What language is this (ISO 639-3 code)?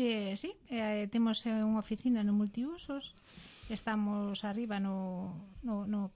glg